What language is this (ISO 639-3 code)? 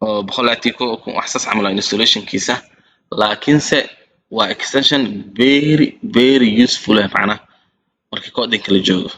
som